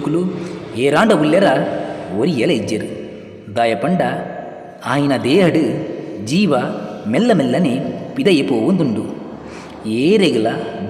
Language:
Tulu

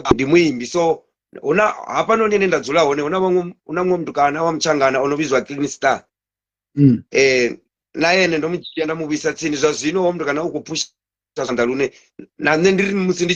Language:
Venda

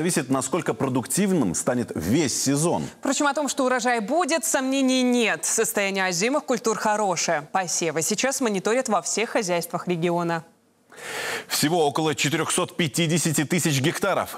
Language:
Russian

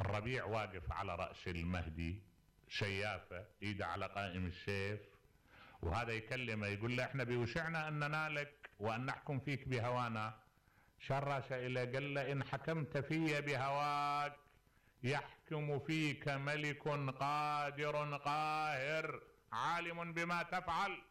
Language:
Mesopotamian Arabic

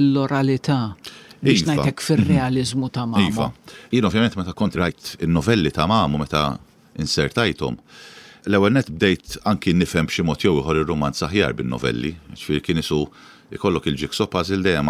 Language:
Maltese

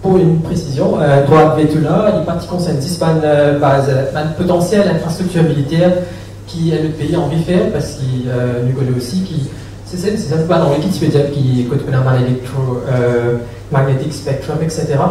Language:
Morisyen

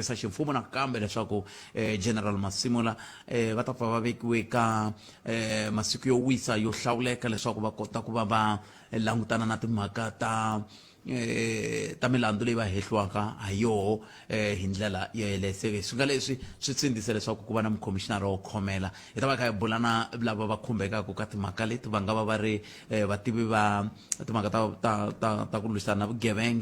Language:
Tsonga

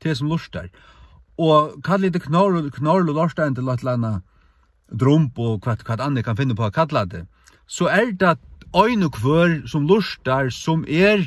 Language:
Faroese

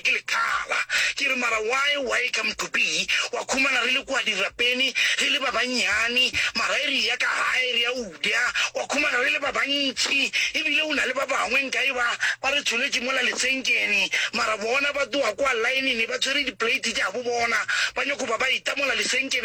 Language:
Northern Sotho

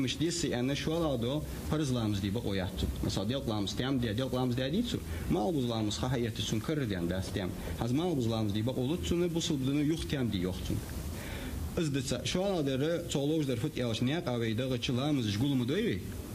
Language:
Ingush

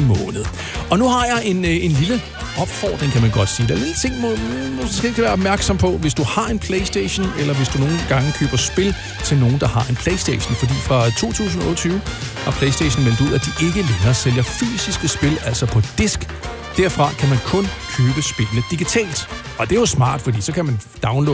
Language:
Danish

